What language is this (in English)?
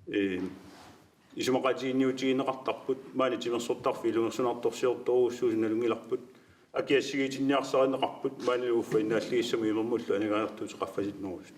Kalaallisut